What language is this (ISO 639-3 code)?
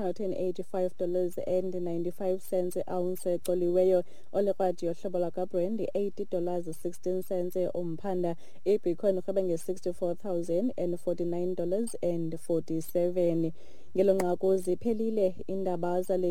xho